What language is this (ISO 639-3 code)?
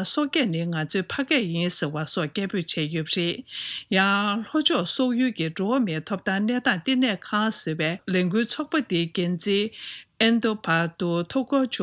bod